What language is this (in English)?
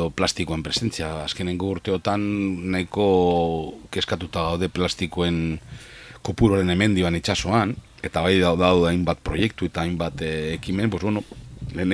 Basque